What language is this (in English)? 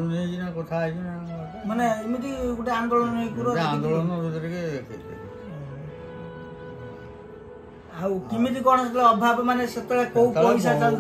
Odia